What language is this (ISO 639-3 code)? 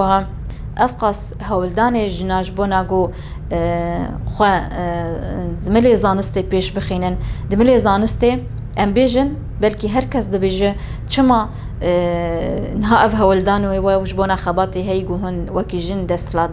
kur